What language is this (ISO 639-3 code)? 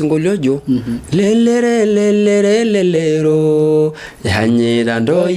mas